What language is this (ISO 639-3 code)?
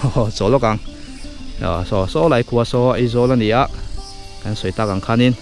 lus